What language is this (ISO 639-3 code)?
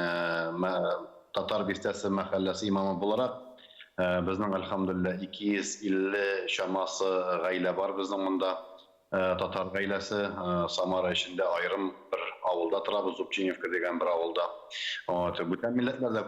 tat